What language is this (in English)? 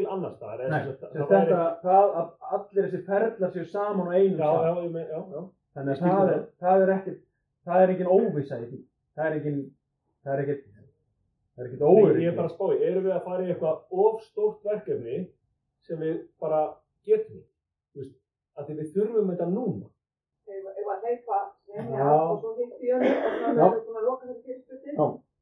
Icelandic